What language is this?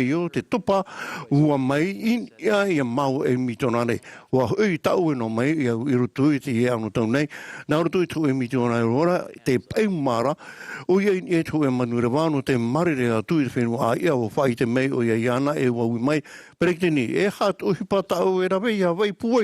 Tahitian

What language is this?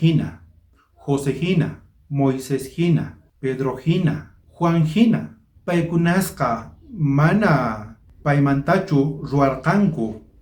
South Bolivian Quechua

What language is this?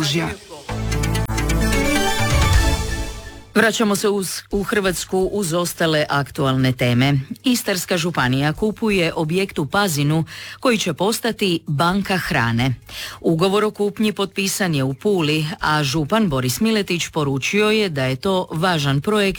Croatian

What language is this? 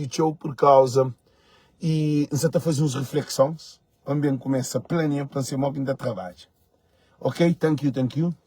Kabuverdianu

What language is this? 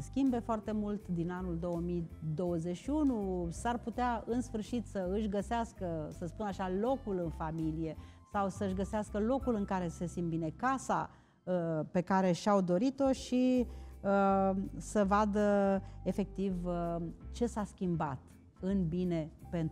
Romanian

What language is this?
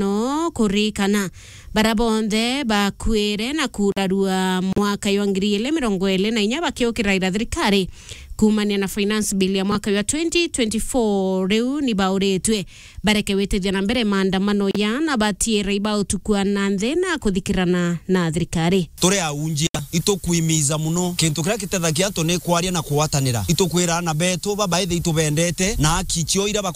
Meru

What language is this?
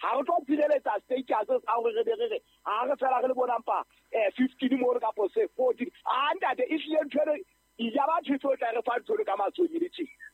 Southern Sotho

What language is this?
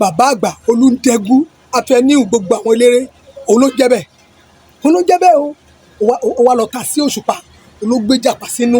Yoruba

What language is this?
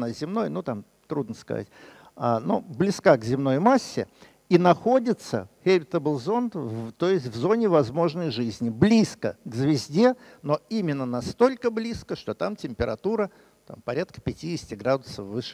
Russian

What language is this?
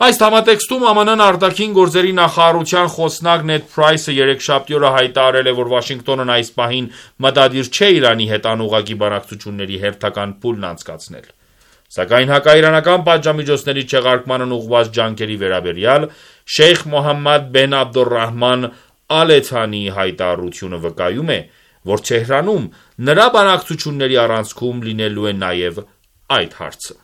Armenian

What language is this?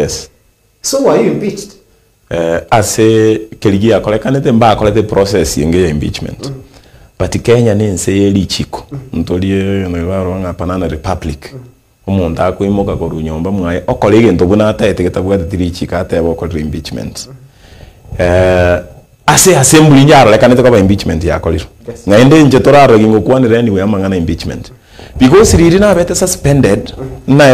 Gusii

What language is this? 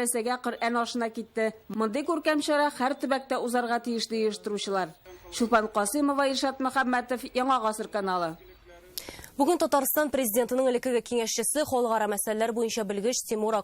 Tatar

